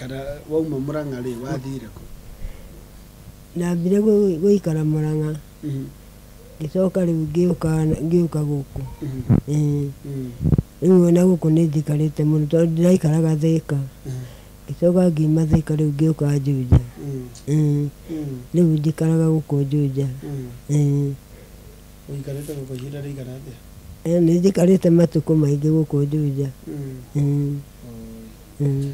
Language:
Kikuyu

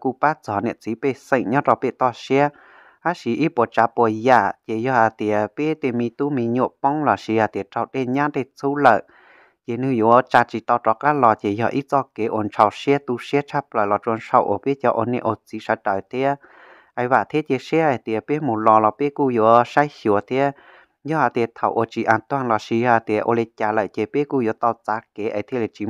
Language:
Hmong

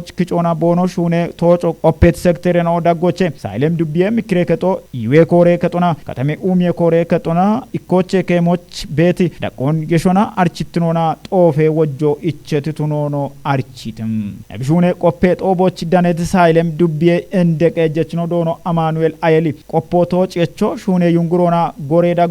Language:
Kafa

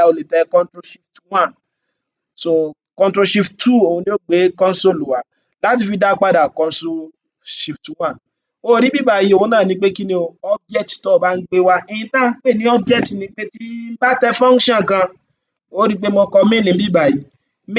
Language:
Yoruba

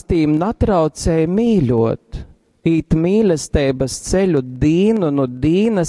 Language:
Latgalian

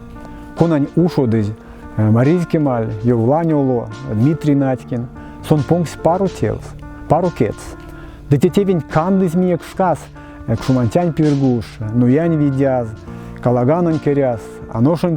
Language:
Erzya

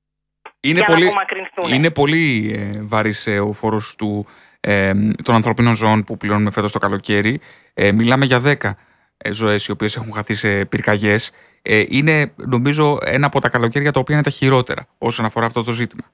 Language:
Greek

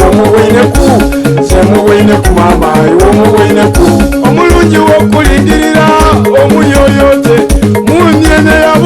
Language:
Soga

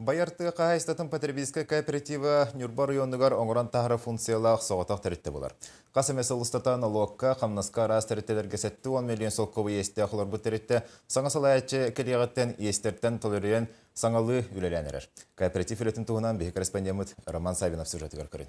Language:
Yakut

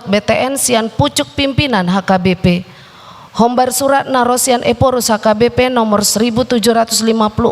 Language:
Batak Toba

